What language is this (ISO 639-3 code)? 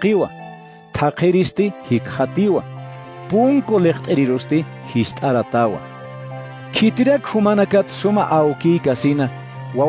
aym